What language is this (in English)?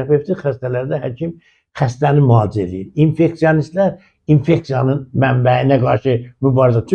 Azerbaijani